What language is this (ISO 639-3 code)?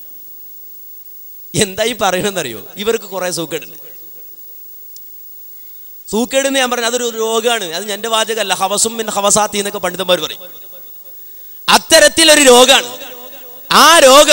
mal